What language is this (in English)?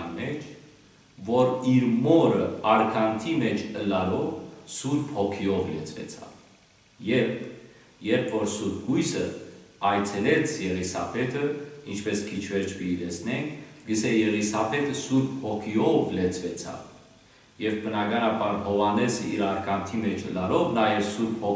Western Armenian